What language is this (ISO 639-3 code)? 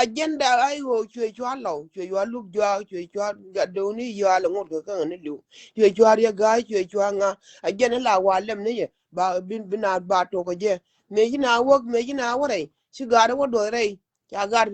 nus